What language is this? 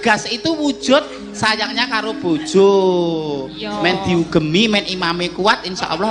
Javanese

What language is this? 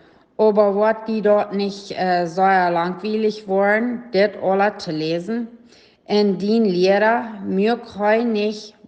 Plautdietsch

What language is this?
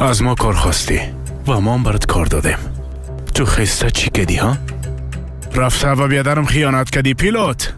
Persian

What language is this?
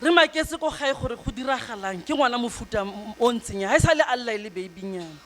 Tswana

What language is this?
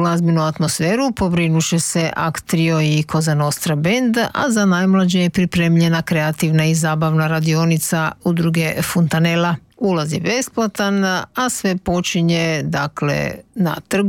Croatian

